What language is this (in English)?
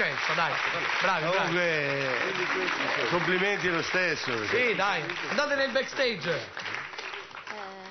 Italian